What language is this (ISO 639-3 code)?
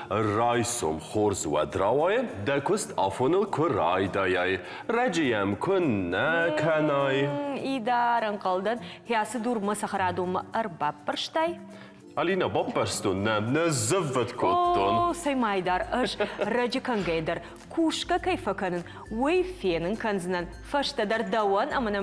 oss